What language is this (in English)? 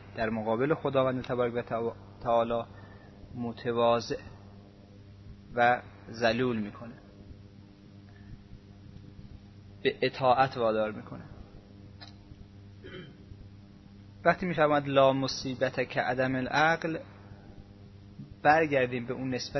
Persian